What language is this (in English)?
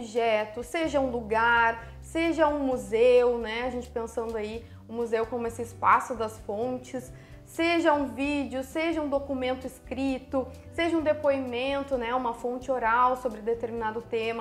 Portuguese